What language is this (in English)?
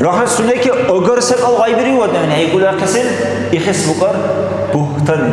Dargwa